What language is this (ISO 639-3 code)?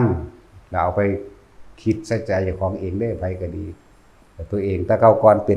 tts